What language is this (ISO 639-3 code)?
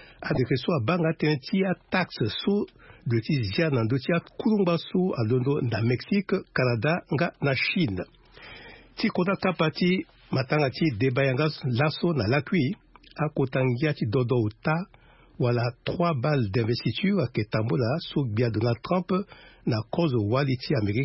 sag